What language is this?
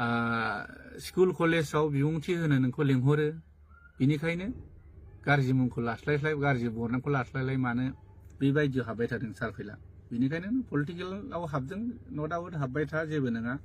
Bodo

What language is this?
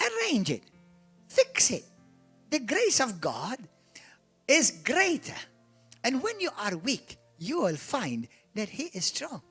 English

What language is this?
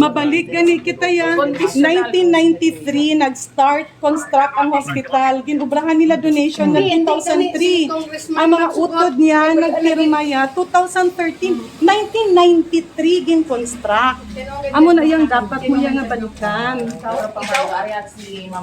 Hiligaynon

